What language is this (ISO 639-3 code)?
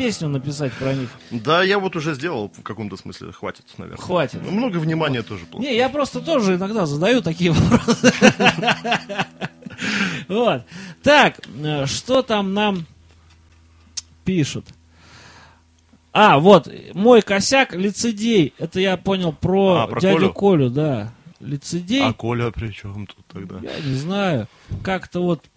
rus